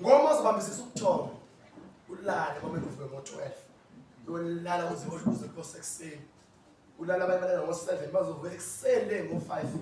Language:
Zulu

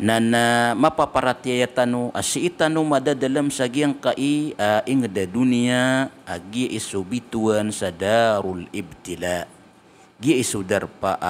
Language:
Maranao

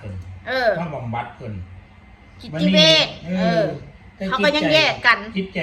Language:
Northeastern Thai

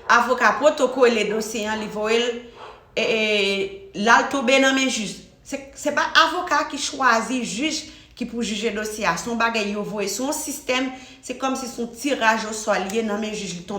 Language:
Haitian Creole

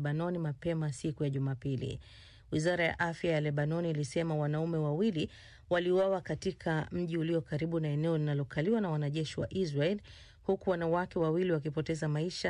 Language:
Swahili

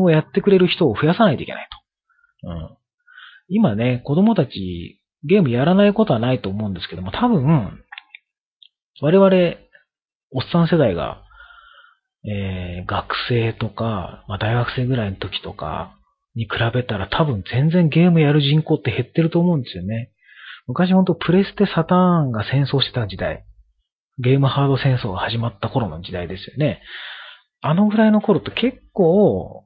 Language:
Japanese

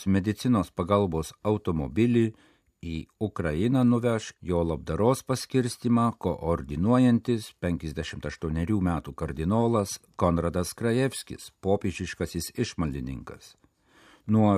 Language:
Lithuanian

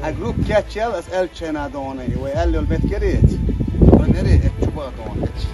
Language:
Chechen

